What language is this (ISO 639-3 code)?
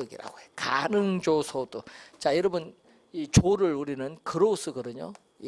kor